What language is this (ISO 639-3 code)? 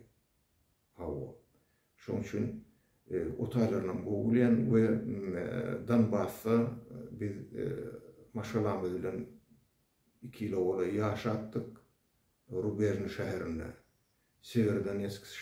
tuk